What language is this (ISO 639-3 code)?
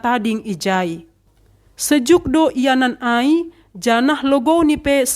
bts